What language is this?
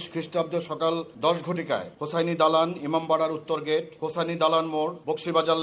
Bangla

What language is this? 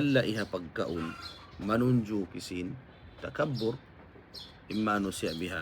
Tausug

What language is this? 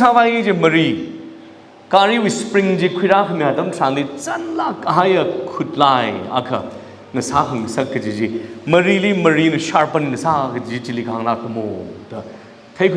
Tangkhul Naga (India)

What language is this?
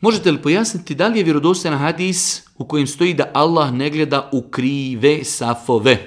Bosnian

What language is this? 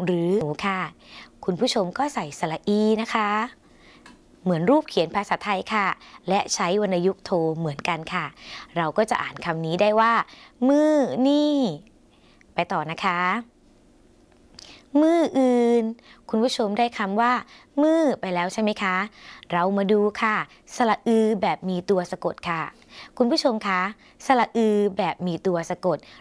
Thai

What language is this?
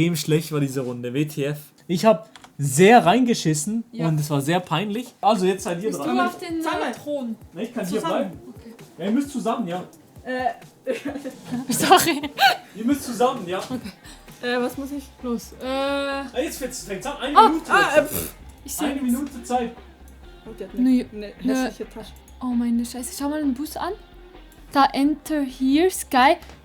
Swiss German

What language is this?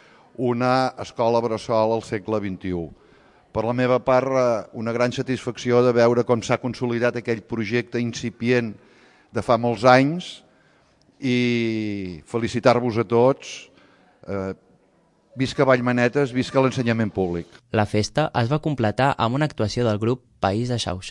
Catalan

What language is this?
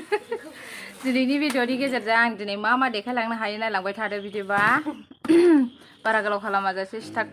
Bodo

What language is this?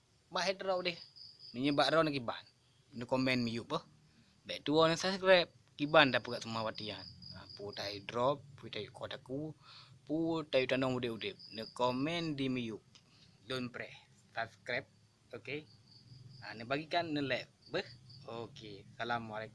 Achinese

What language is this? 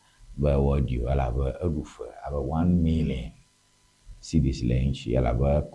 Ewe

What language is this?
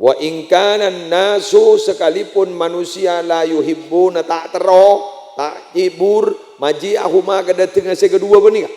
Madurese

